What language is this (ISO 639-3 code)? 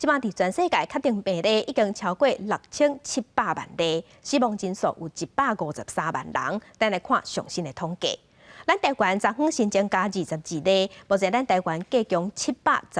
nan